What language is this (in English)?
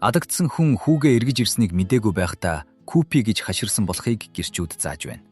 Mongolian